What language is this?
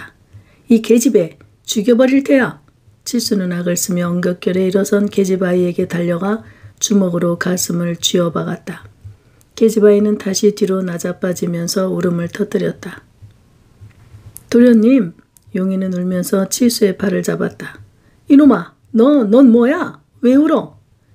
Korean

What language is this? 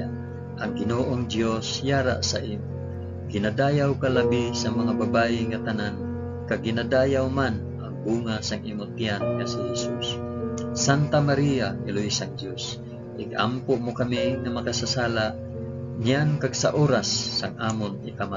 Hiligaynon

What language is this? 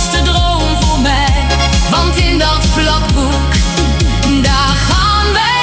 Dutch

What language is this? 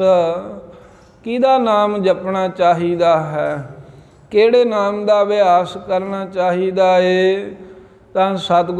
Punjabi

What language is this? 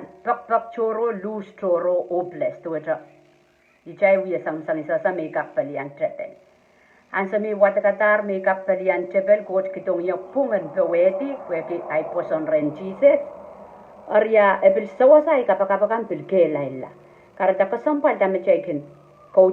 Pohnpeian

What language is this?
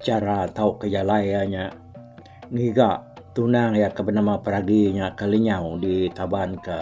Iban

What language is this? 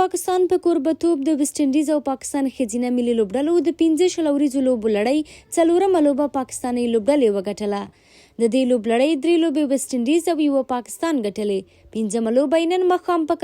Pashto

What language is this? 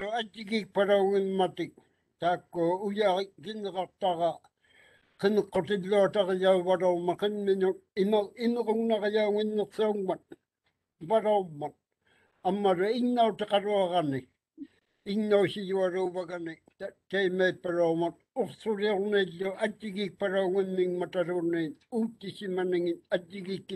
Māori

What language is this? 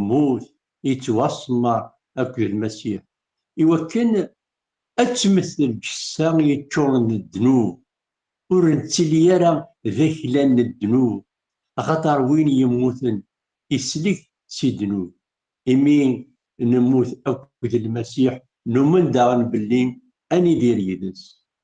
Kabyle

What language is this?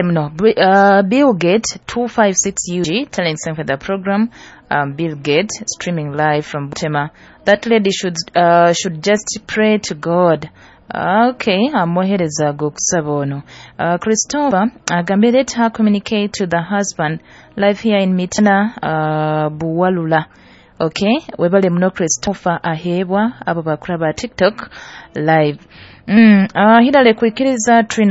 Nyoro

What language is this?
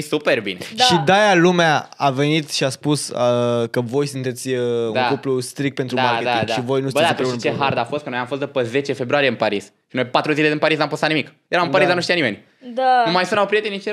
Romanian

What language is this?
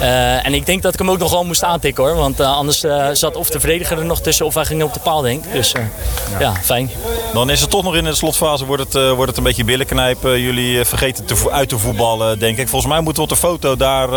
Dutch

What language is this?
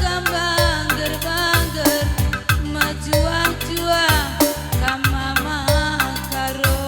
Batak Karo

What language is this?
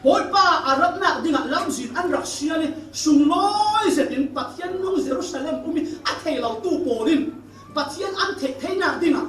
Falam Chin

